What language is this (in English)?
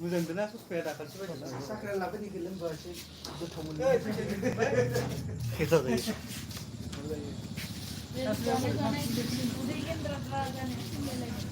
Bodo